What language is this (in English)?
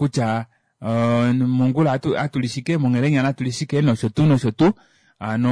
Kuanyama